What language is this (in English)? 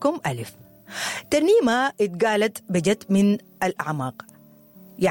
Sudanese Arabic